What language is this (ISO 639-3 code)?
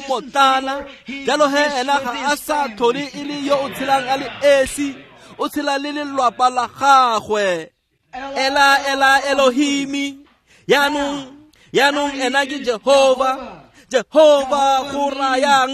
tsn